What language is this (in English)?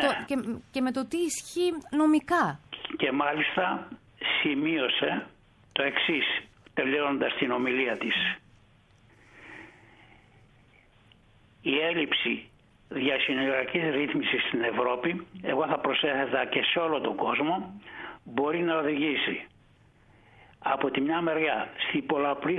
Greek